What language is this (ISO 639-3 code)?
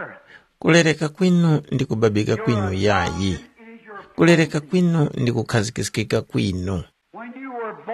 tum